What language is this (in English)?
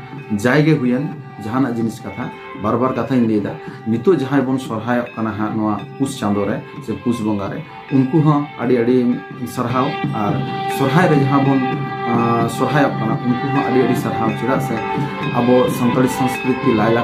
Santali